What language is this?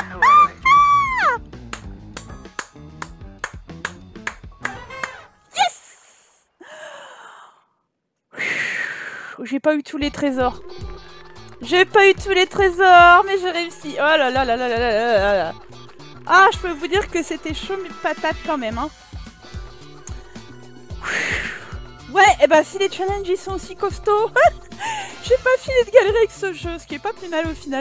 French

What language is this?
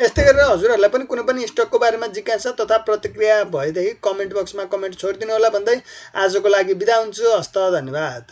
Nepali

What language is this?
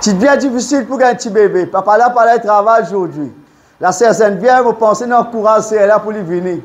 Morisyen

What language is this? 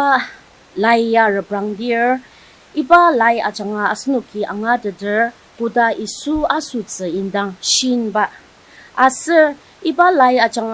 Ao Naga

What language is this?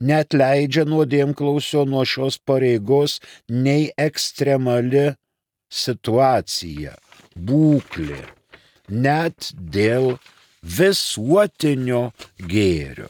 Lithuanian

